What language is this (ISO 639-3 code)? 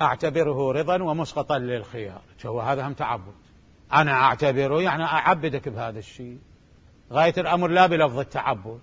acm